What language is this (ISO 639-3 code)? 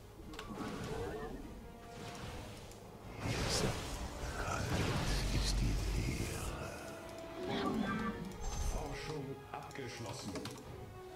deu